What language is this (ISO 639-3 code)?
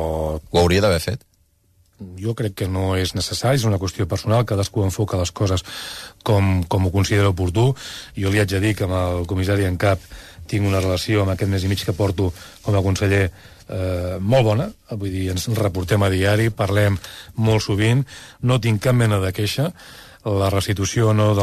cat